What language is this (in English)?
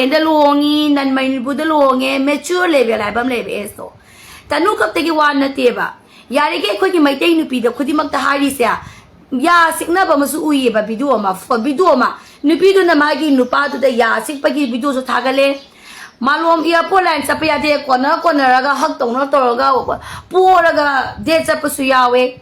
Manipuri